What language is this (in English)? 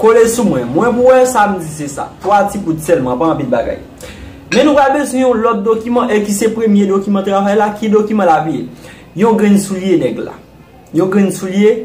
Haitian Creole